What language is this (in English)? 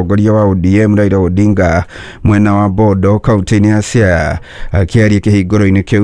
Kikuyu